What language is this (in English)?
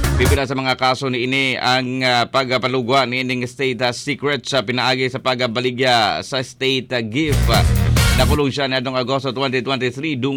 Cebuano